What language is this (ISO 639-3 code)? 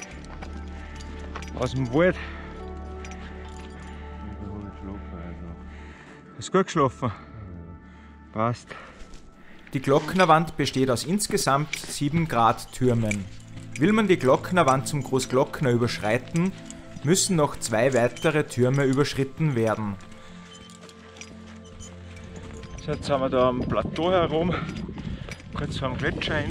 deu